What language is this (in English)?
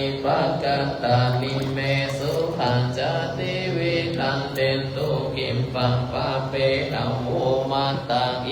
Pali